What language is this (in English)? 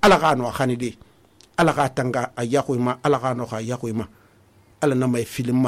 Susu